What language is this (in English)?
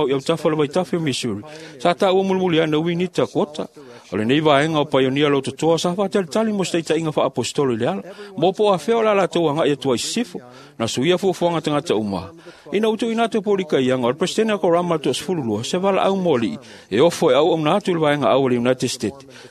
Samoan